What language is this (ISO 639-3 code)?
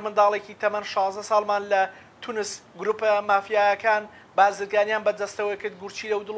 ckb